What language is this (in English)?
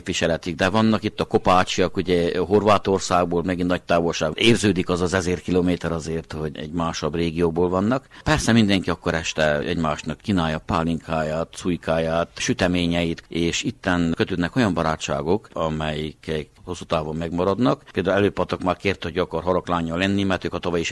Hungarian